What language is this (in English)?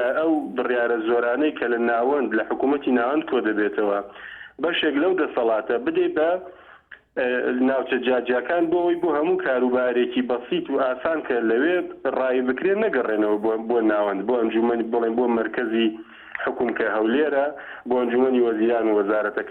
Central Kurdish